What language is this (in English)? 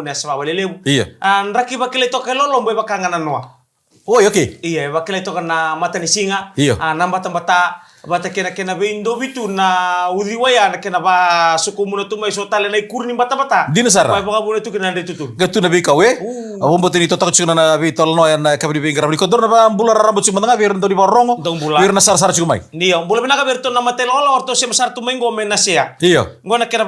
Fijian